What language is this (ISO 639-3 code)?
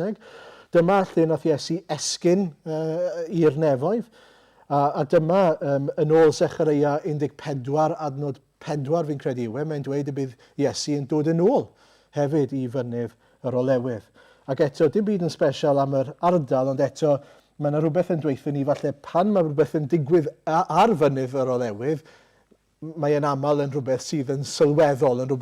cym